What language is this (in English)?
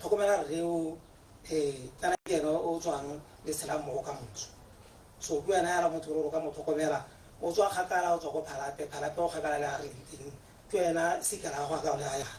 Tswana